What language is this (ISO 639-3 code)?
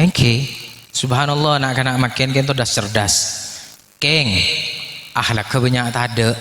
mad